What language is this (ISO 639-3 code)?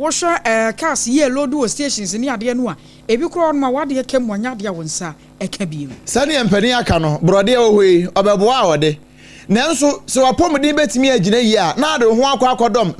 aka